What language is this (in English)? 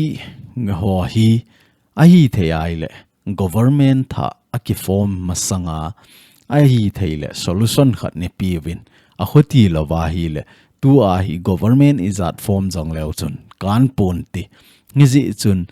Thado Chin